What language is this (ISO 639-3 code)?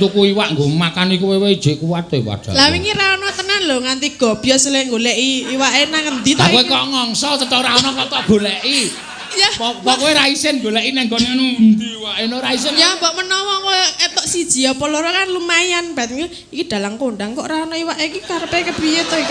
jav